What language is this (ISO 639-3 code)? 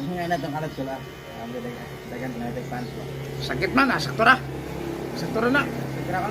ceb